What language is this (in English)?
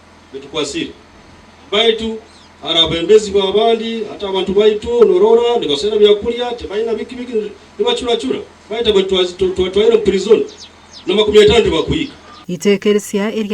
Nyankole